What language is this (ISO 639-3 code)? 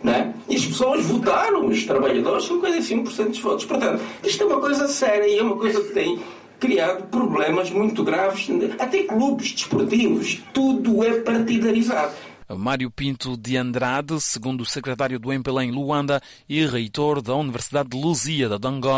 por